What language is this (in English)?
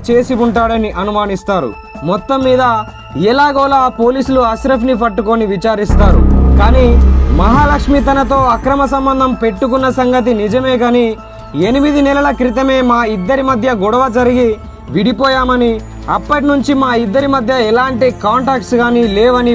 Telugu